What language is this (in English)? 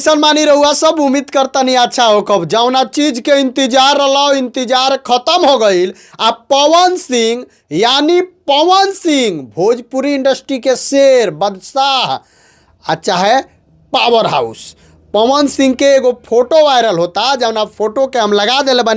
Bhojpuri